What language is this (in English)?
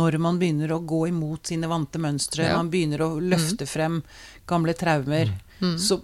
Norwegian